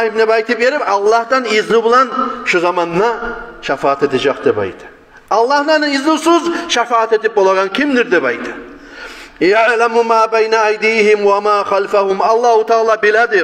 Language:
Kumyk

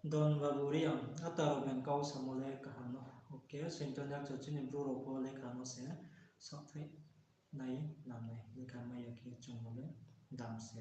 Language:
Riang (India)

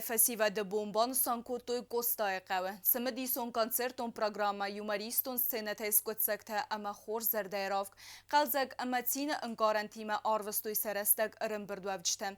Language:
Ossetic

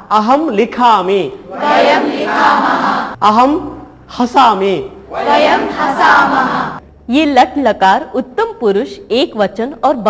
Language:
Sanskrit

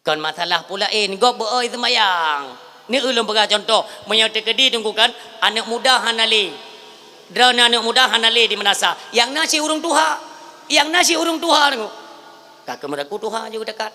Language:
Achinese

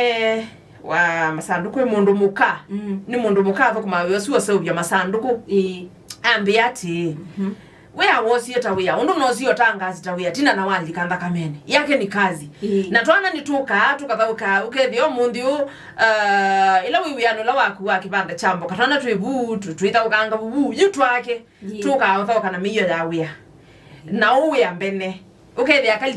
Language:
Kamba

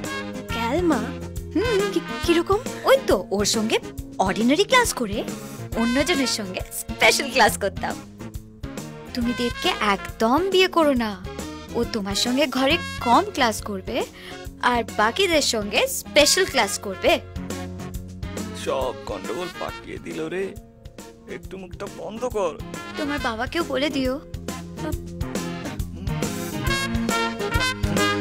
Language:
Bangla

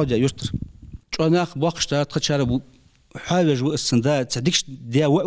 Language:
Ingush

